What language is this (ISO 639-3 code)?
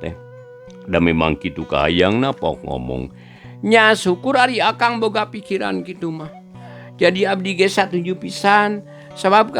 sun